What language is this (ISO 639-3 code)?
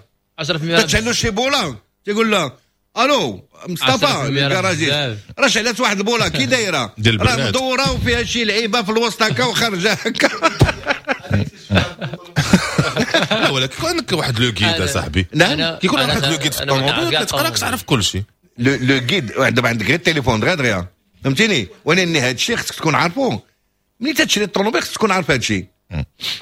ary